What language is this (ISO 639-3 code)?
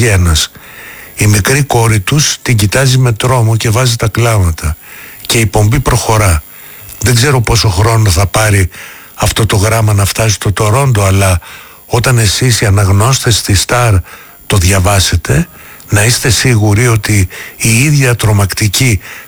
ell